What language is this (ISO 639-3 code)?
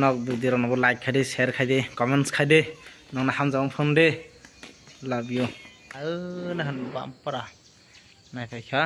trp